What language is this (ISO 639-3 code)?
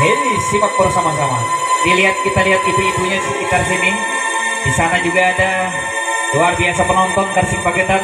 bjn